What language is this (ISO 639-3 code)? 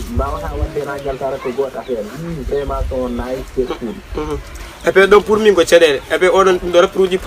fuf